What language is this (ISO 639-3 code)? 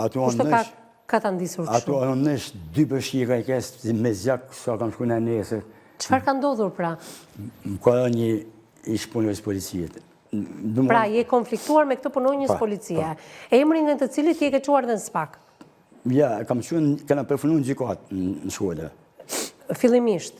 sqi